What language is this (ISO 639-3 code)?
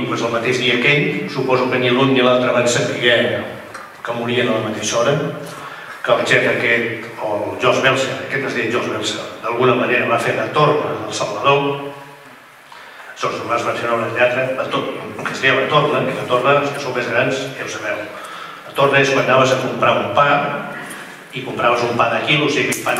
cat